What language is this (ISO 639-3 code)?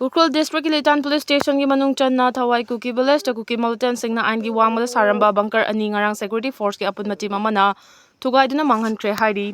mni